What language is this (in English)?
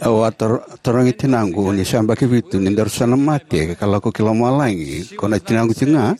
Fijian